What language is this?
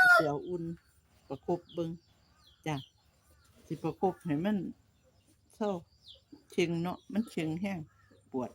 Northeastern Thai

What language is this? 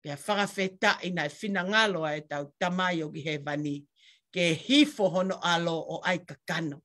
Tongan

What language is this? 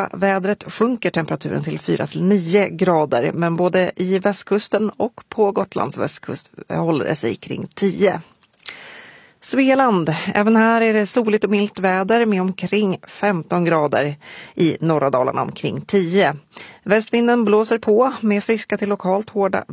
Swedish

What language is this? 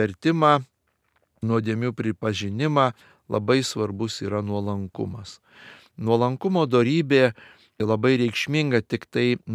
Lithuanian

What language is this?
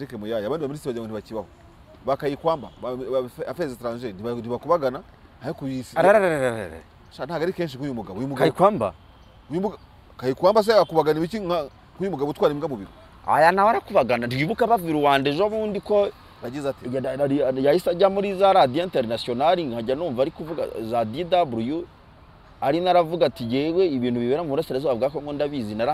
Kinyarwanda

